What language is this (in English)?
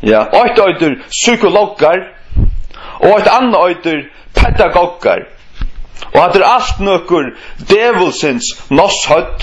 Faroese